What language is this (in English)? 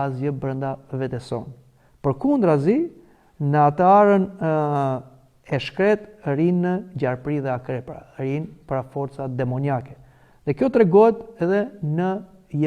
Albanian